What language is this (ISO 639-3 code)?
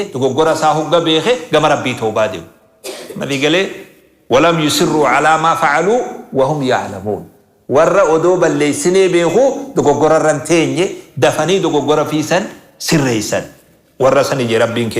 orm